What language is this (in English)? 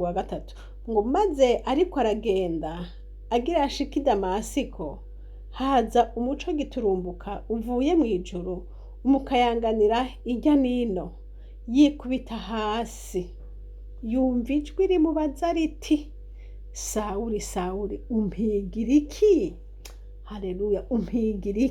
Rundi